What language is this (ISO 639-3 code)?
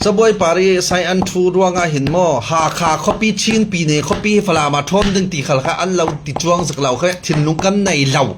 cfm